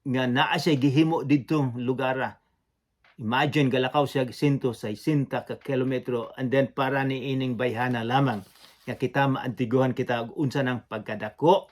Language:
Cebuano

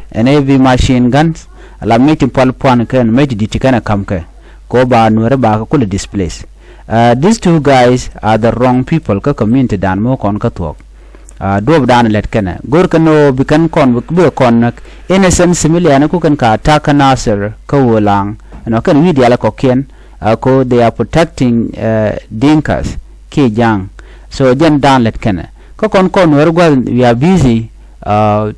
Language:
Nuer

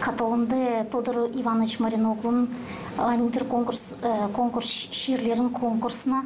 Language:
Gagauz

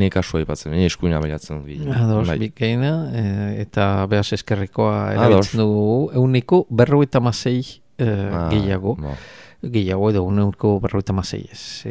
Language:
Basque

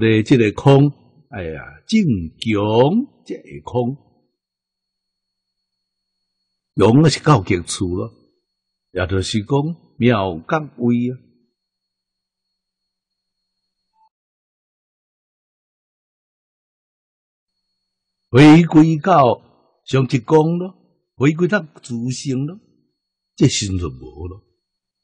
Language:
Min Nan Chinese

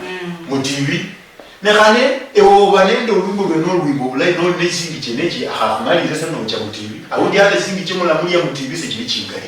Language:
Luyia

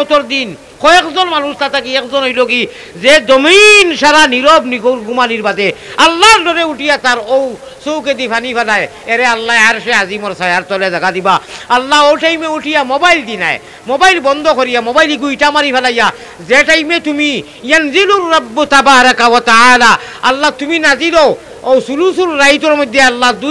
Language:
Sylheti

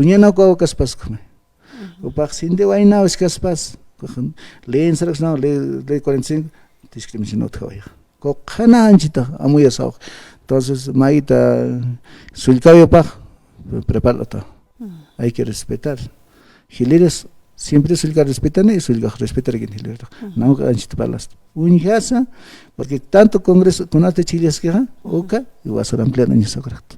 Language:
Aymara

